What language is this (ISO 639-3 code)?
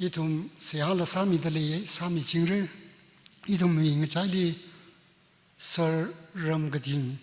nmf